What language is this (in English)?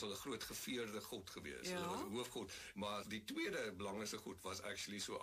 Afrikaans